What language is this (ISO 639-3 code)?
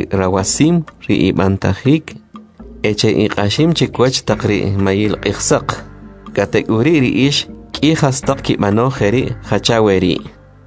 quc